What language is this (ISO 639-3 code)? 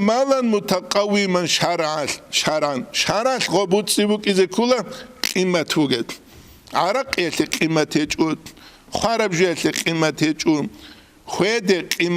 ava